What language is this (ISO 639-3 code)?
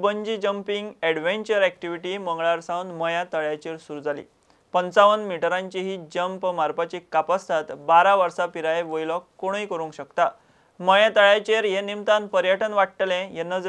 kok